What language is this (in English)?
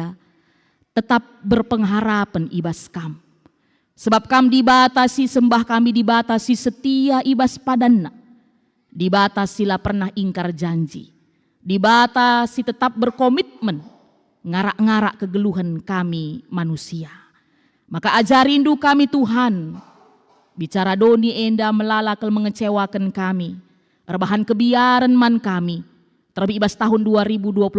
Batak Karo